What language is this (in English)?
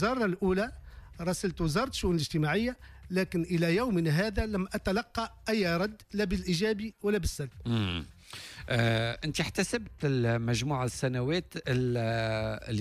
Tunisian Arabic